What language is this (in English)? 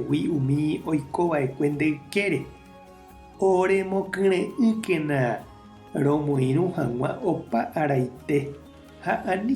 Guarani